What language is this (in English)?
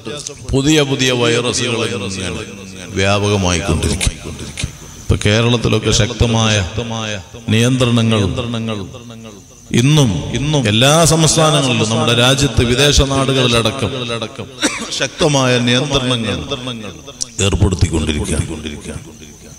Malayalam